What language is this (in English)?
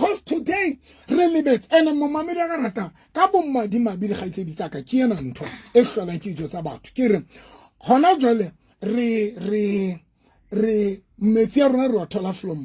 Southern Sotho